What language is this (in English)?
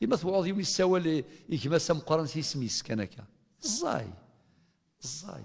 Kabyle